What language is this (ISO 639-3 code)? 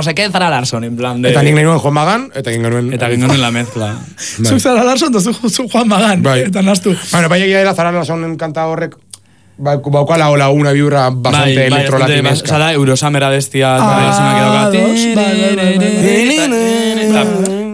eus